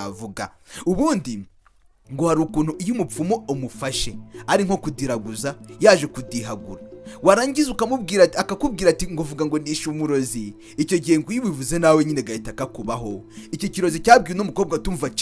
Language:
Kinyarwanda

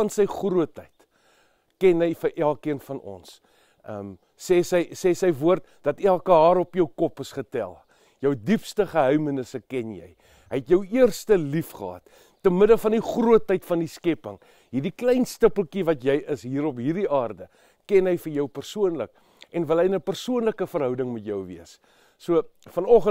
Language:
Afrikaans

